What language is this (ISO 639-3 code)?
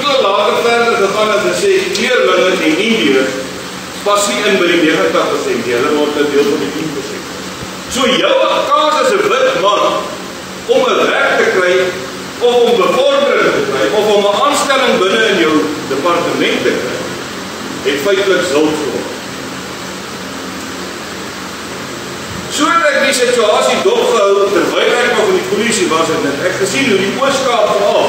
afr